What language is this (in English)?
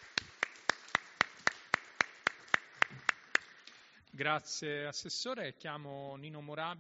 Italian